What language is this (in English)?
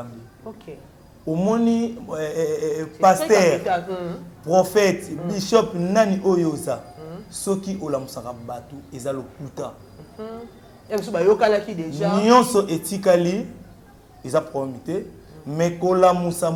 Lingala